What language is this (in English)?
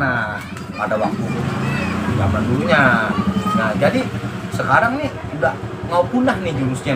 Betawi